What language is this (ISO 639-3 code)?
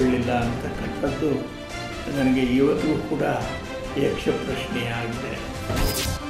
kan